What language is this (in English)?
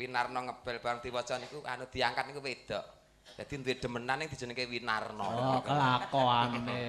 Javanese